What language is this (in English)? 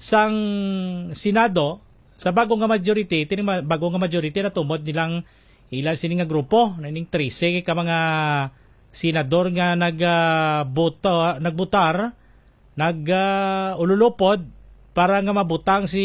Hiligaynon